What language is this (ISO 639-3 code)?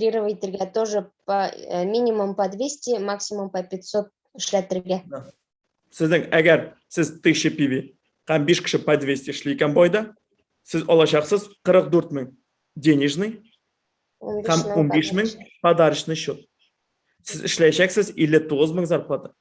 tat